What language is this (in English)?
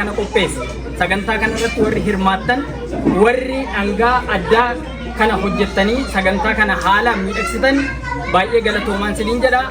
Oromo